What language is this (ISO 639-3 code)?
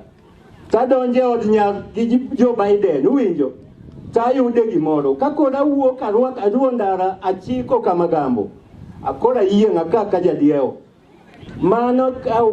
luo